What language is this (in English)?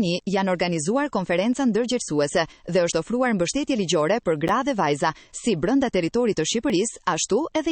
Albanian